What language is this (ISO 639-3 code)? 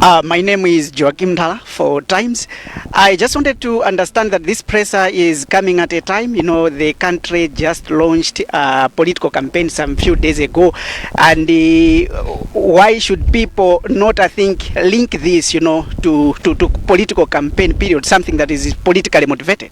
nya